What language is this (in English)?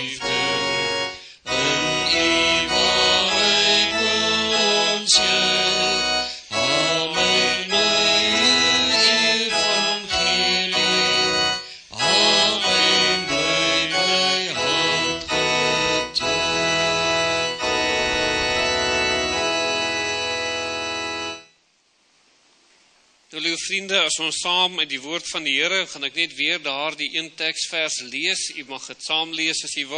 Afrikaans